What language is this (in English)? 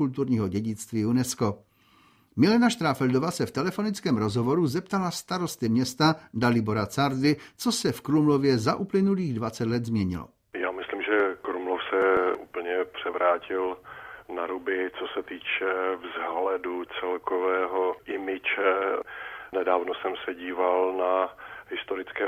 Czech